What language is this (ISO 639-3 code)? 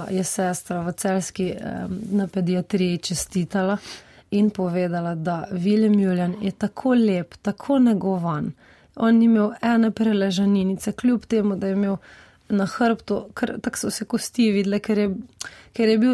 slv